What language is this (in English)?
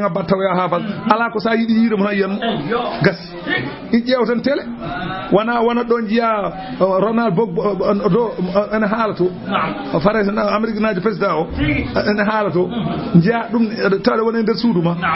Fula